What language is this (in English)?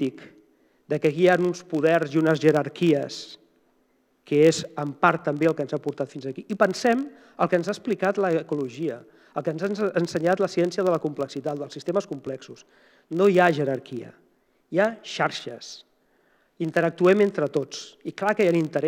Catalan